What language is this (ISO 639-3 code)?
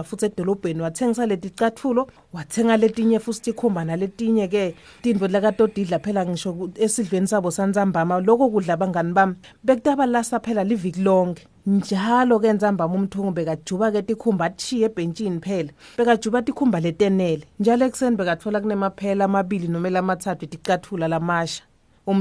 ssw